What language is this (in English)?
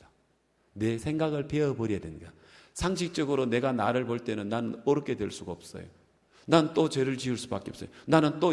Korean